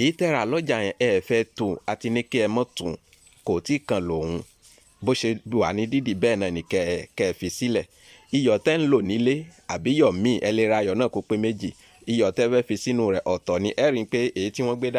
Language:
Yoruba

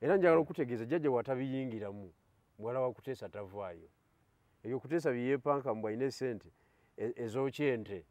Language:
Ganda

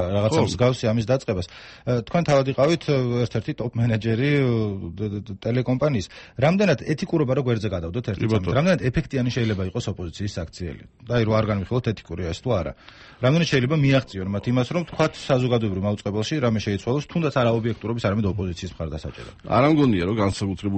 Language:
Georgian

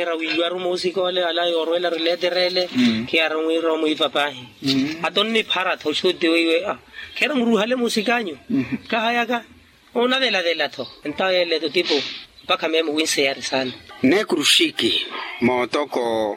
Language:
Makhuwa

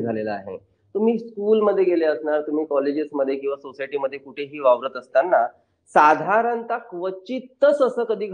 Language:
Marathi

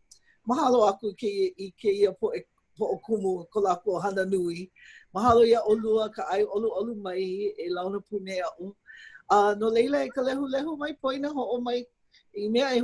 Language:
Hawaiian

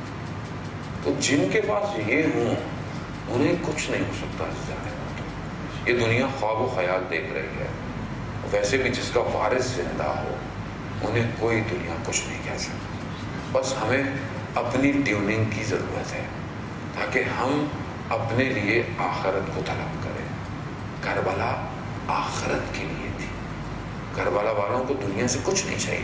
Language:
Urdu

